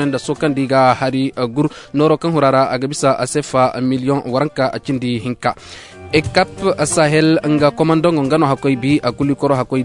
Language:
Zarma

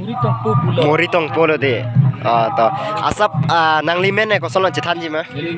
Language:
Karbi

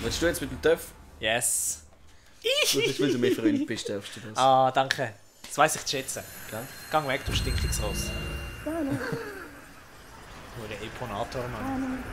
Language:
Swiss German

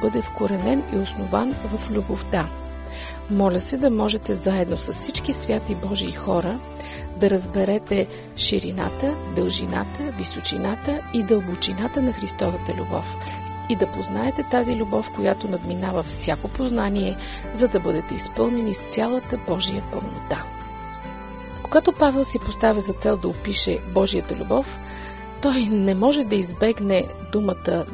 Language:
Bulgarian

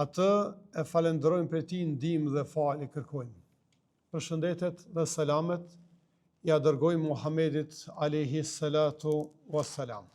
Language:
Albanian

